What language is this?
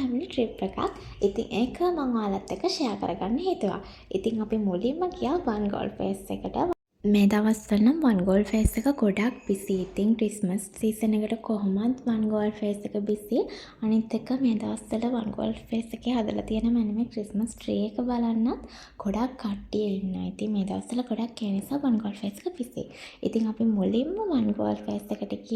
Sinhala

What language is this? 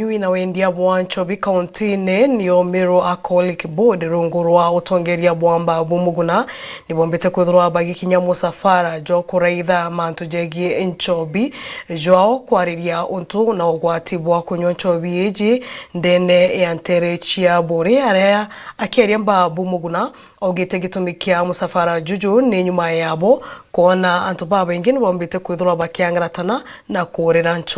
Meru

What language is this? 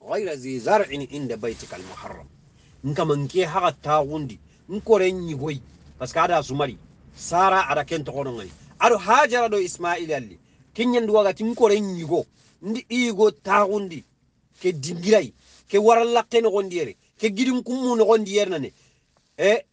Soninke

